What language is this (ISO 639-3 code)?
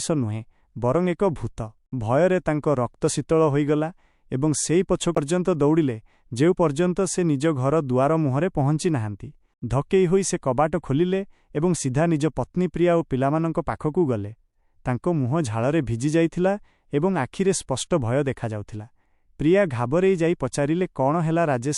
ori